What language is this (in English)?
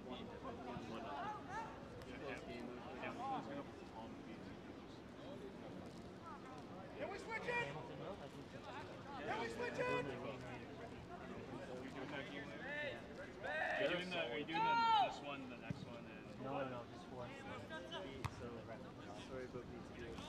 English